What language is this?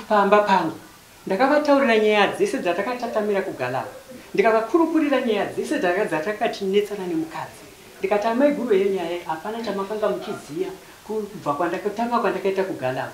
Shona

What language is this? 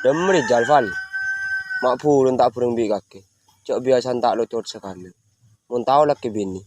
Madurese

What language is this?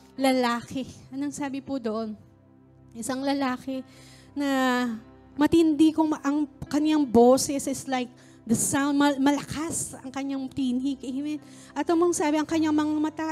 Filipino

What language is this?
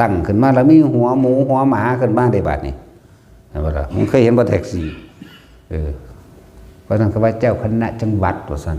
Northeastern Thai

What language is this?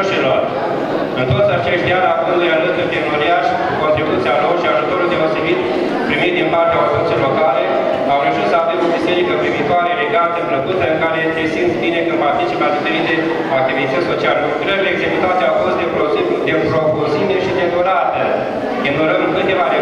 Romanian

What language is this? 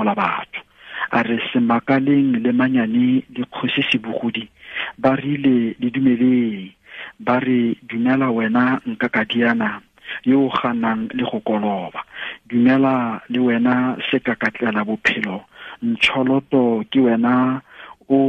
Tswana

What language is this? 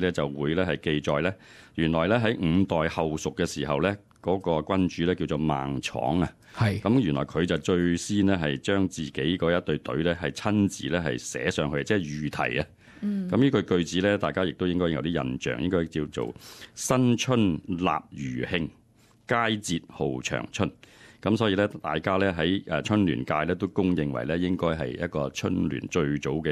Cantonese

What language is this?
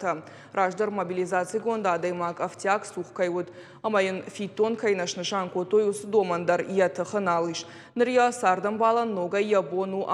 Ossetic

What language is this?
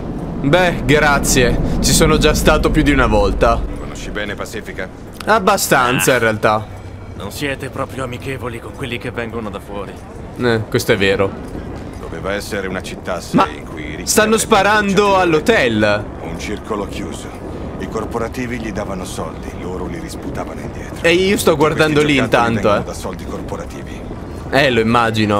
Italian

